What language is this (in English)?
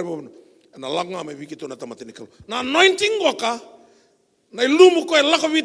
Fijian